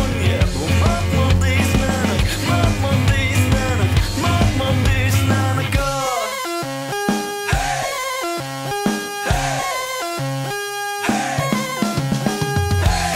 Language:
Arabic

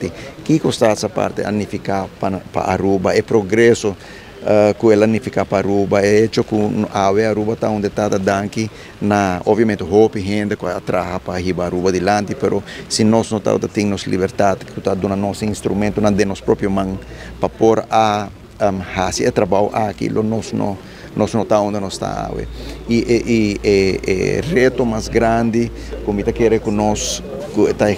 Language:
Papiamento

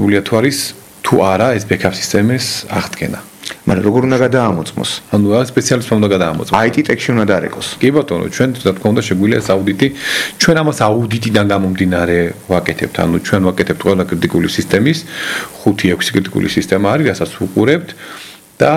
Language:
Georgian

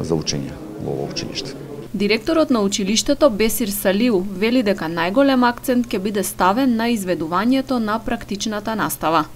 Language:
Macedonian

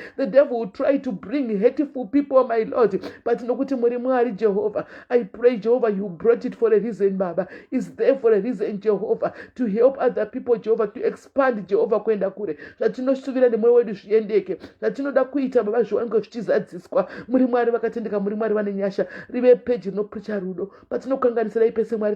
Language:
Shona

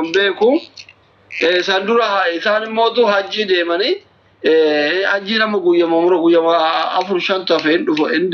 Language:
Oromo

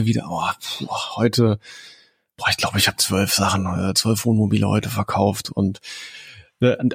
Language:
German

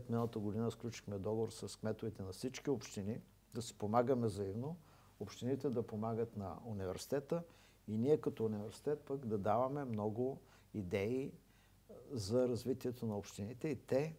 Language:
Bulgarian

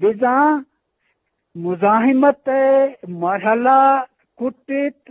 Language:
Eastern Balochi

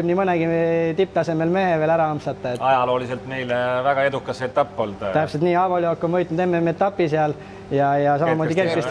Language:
Estonian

